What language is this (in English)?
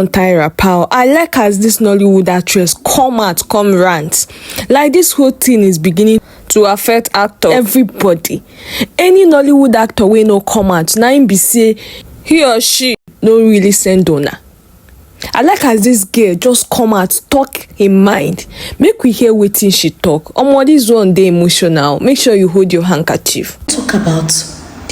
Nigerian Pidgin